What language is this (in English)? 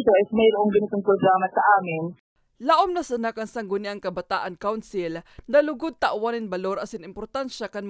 Bikol